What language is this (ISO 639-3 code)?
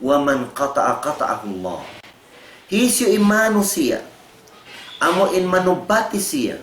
tsg